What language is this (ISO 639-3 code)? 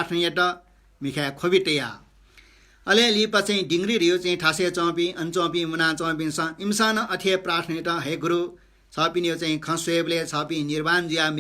new